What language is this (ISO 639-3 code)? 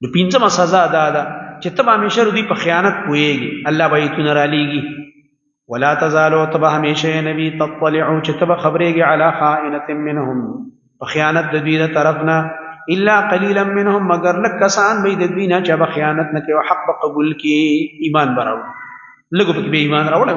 pus